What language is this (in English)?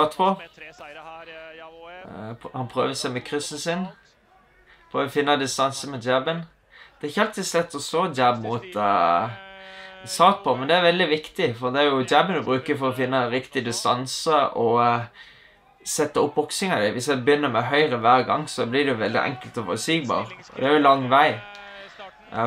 Norwegian